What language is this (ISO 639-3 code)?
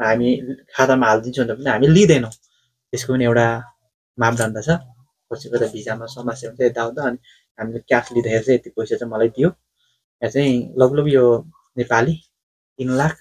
nep